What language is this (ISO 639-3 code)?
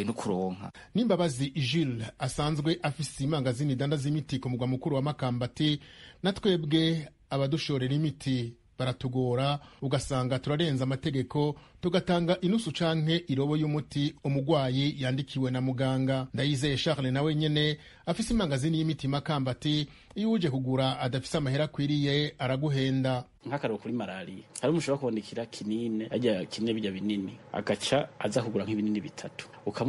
run